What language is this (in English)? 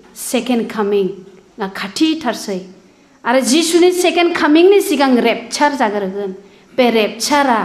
Bodo